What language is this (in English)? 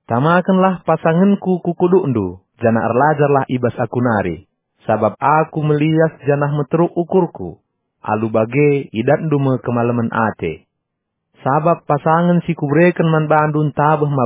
Batak Karo